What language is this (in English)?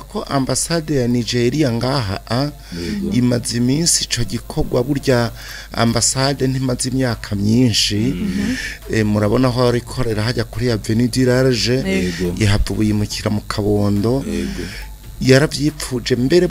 Rundi